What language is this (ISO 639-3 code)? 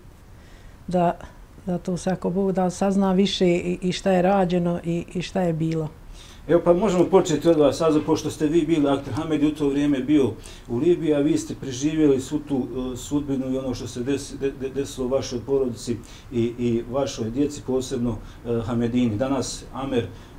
bos